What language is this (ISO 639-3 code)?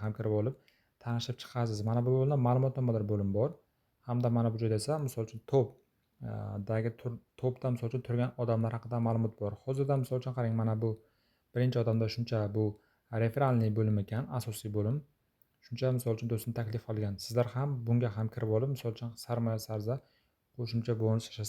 uzb